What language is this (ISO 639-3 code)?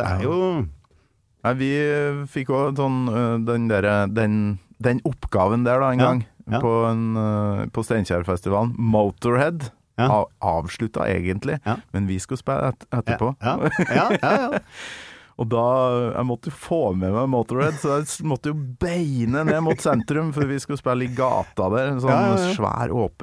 nor